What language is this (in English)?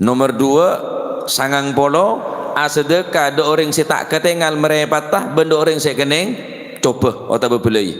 Madurese